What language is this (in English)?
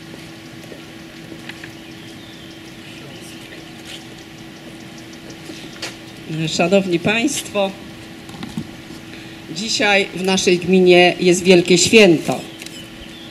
Polish